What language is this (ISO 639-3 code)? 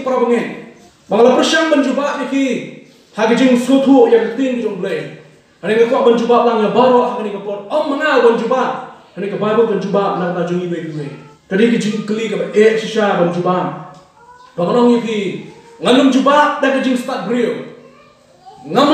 kha